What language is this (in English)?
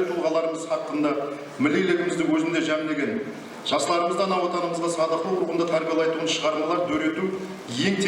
Kara-Kalpak